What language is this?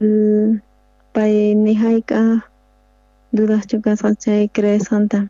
South Bolivian Quechua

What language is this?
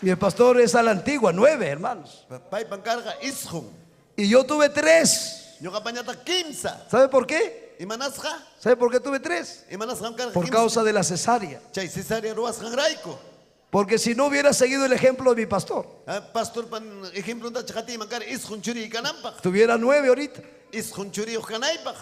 Ayacucho Quechua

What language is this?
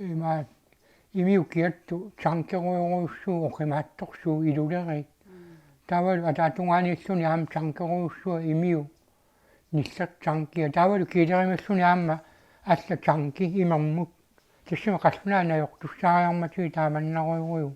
Kalaallisut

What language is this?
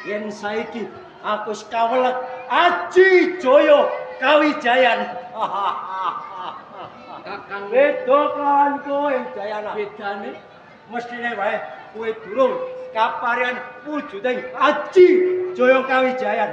Javanese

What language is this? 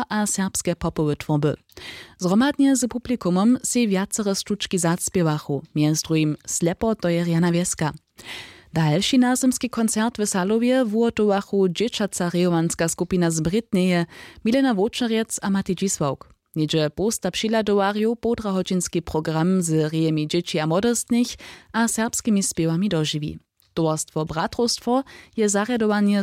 Upper Sorbian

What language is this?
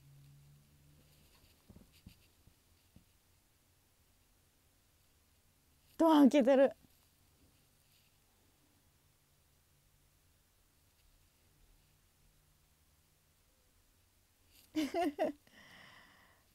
Japanese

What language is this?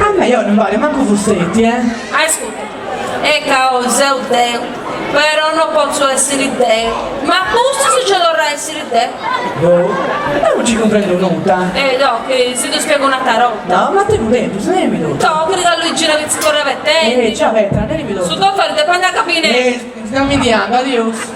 Sardinian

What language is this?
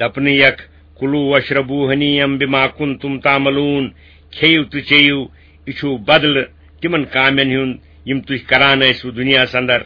Kashmiri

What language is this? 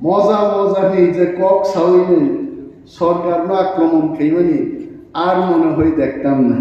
Kok Borok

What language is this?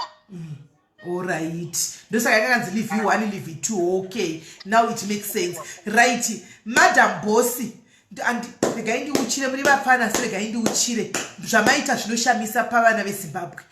Shona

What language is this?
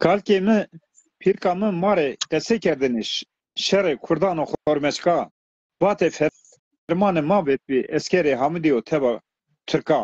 Zaza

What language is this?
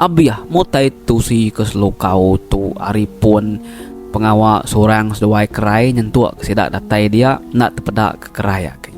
Iban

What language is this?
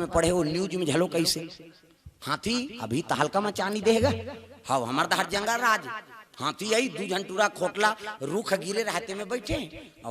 Chhattisgarhi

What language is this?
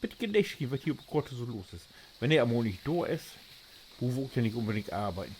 Low German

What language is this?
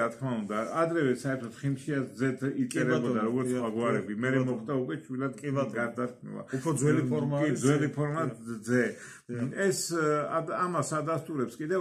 Georgian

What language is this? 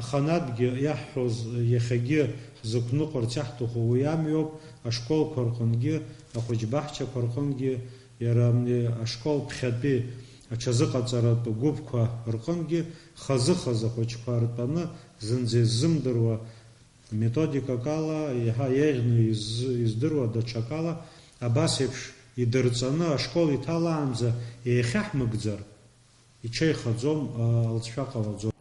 Abkhazian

